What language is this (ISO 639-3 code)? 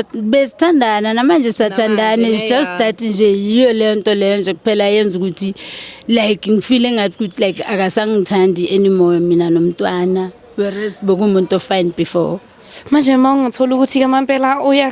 zul